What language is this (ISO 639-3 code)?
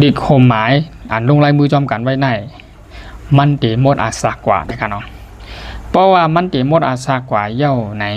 shn